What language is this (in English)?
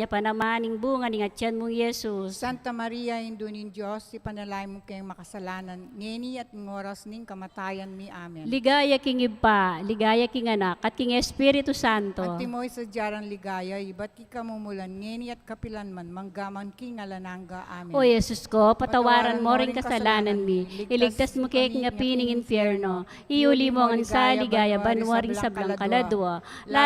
Pampanga